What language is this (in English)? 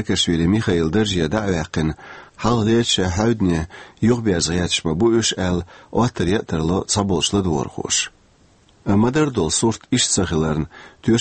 Chechen